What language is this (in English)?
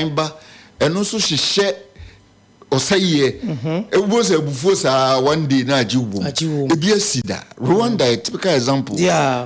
Akan